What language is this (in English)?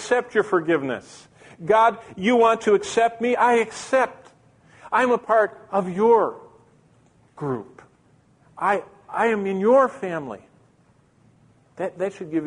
English